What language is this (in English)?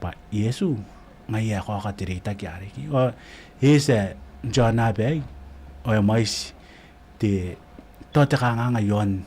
Gilbertese